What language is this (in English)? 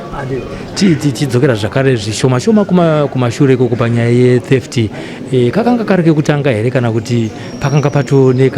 Shona